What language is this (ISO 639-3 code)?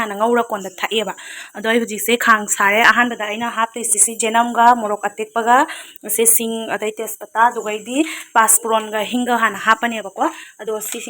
mni